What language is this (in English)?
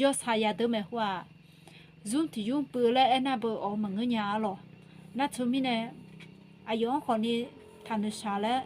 Akha